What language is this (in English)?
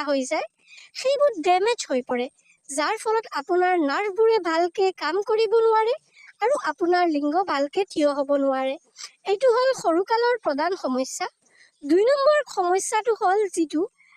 Assamese